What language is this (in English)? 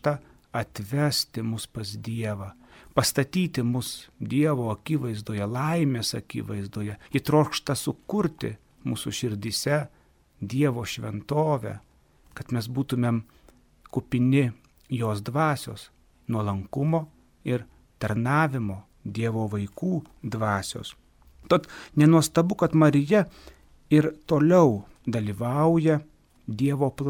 Lithuanian